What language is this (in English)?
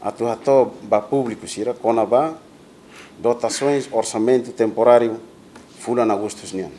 Tetum